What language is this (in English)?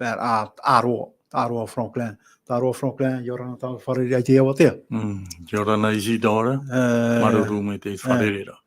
Tahitian